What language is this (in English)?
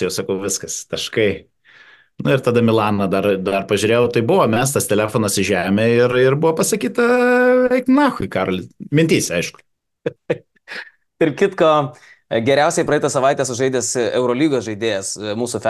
Lithuanian